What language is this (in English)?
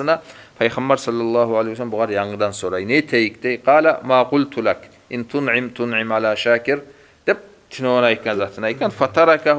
Kumyk